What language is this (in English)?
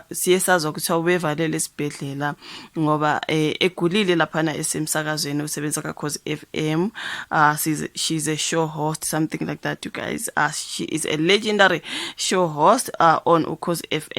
Zulu